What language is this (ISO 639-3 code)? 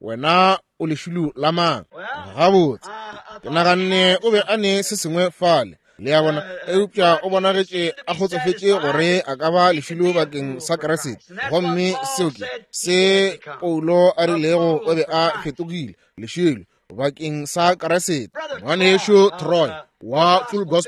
nso